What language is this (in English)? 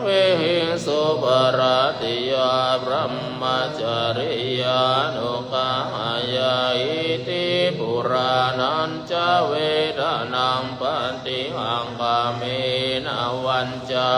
Pali